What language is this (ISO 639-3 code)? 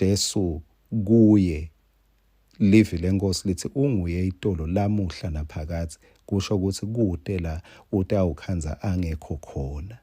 ssw